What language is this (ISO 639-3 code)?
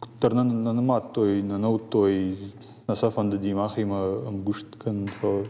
oss